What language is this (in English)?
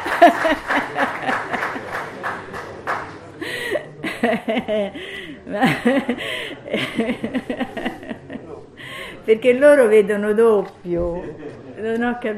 Italian